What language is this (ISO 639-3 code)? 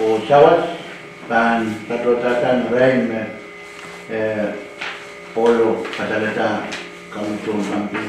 pon